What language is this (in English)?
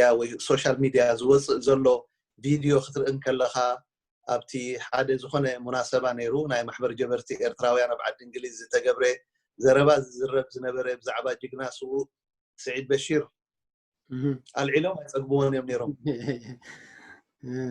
Tigrinya